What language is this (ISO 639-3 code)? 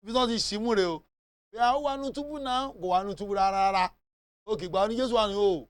yor